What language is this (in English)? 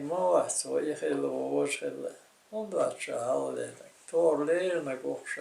Chechen